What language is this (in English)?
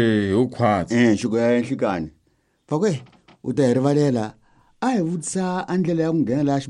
Tsonga